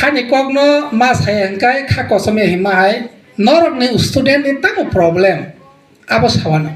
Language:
Kok Borok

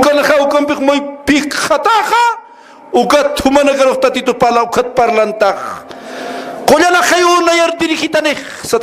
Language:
Aymara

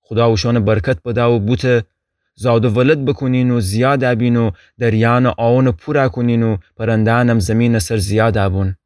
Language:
Gilaki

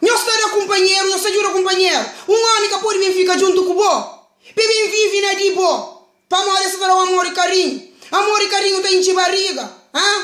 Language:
Kabuverdianu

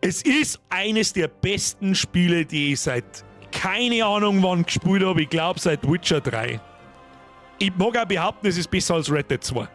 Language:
Bavarian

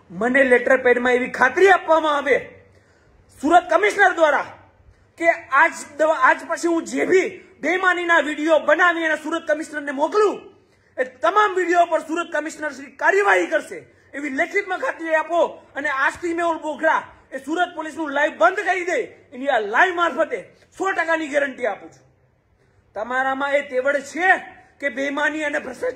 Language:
Gujarati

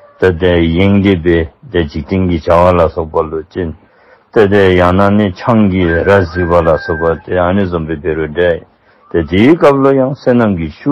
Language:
Dzongkha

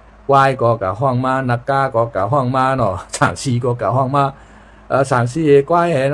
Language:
Shan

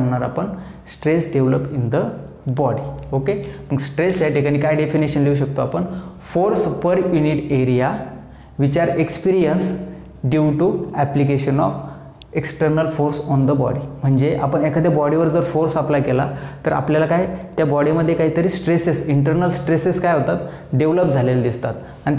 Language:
Marathi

